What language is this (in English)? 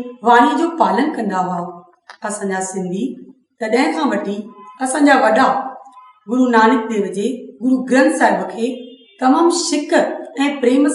Sindhi